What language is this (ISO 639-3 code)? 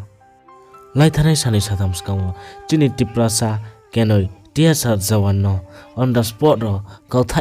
ria